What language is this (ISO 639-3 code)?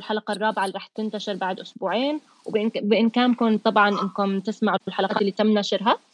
apc